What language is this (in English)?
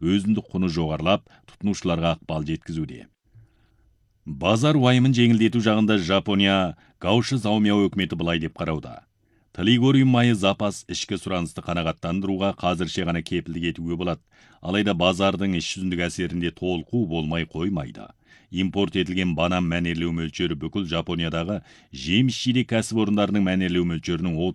Kazakh